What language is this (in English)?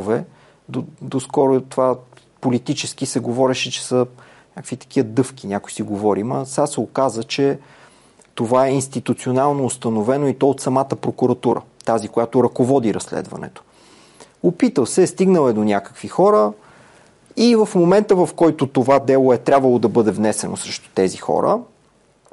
Bulgarian